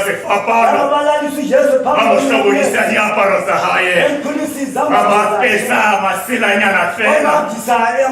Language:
Southern Sotho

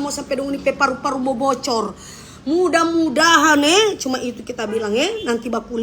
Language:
Manado Malay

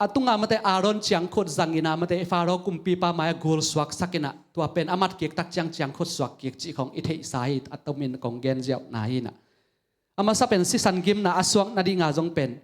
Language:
Tedim Chin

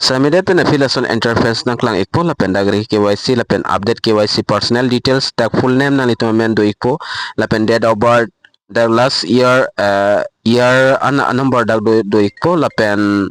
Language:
Karbi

